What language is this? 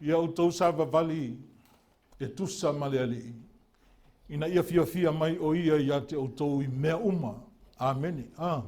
Samoan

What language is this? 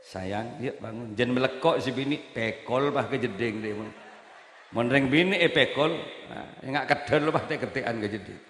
Madurese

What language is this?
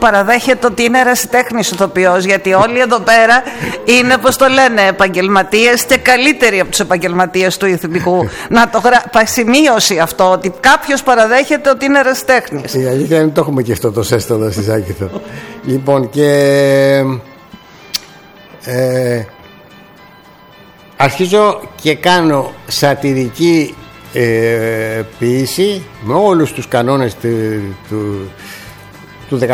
Greek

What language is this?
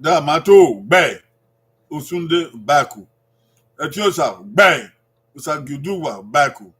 Bini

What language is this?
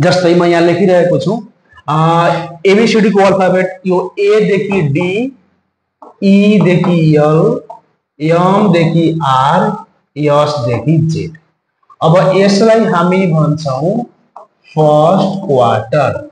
Nepali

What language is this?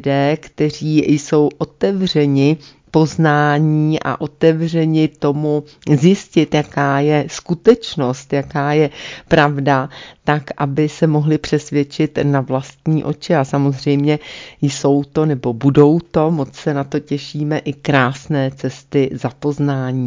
Czech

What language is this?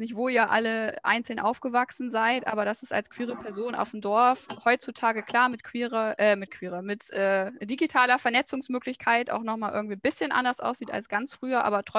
German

